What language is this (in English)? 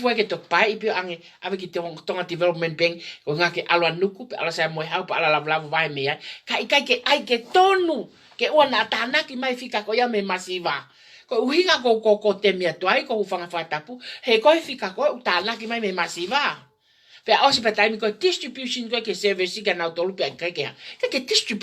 Tongan